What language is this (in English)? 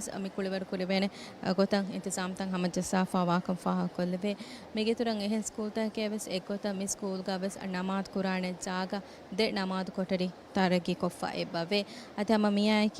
Divehi